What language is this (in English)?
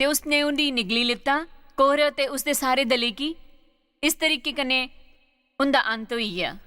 Dogri